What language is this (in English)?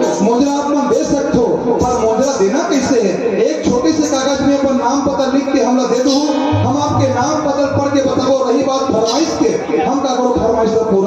Chhattisgarhi